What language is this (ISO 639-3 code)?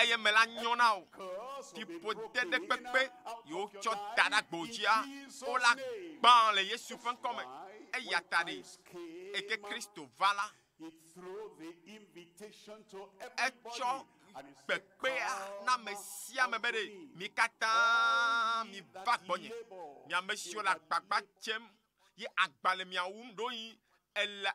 ewe